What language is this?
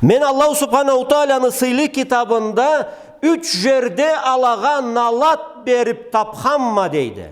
Karachay-Balkar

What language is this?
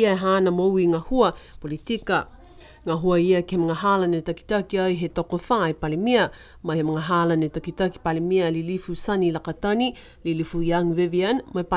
Niuean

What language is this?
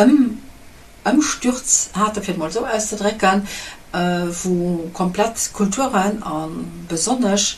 Luxembourgish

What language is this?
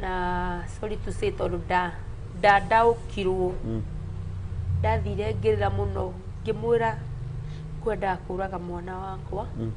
Kikuyu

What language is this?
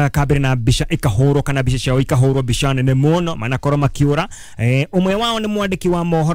Kikuyu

